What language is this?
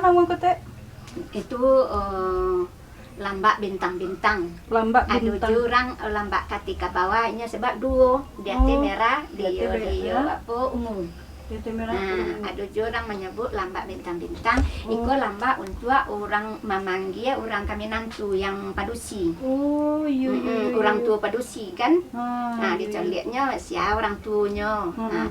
Minangkabau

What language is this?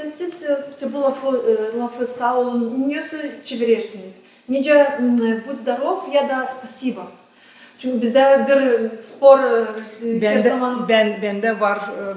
Gagauz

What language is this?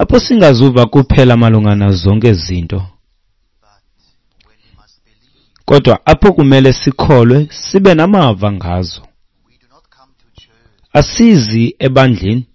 Xhosa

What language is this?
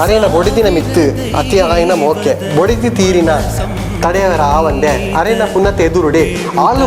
Tulu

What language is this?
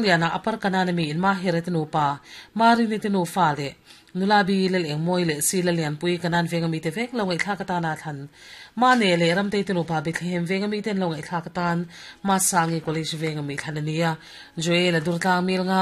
Mizo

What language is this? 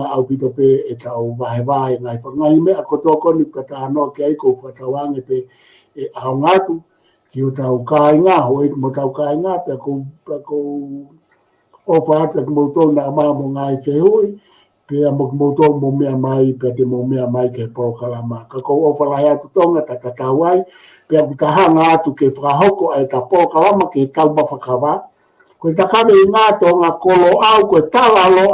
Tongan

